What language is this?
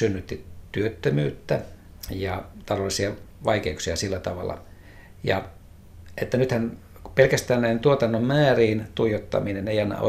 Finnish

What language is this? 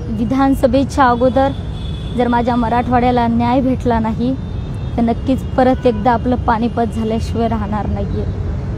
Marathi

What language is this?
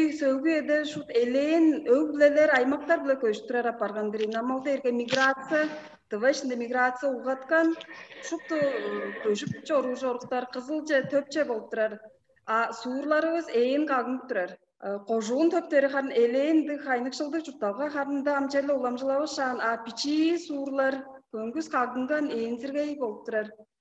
Tuvinian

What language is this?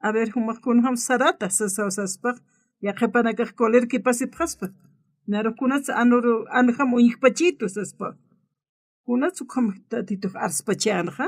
Aymara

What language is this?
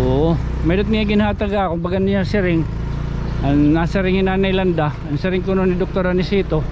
Waray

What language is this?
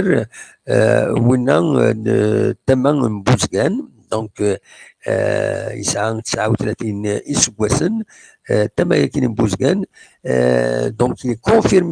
Kabyle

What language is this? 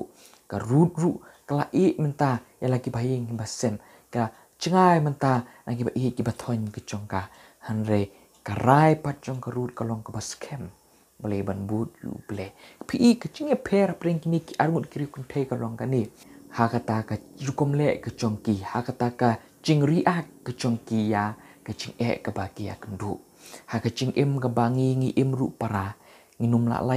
Khasi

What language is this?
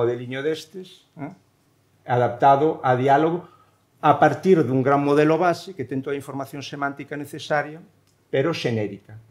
Galician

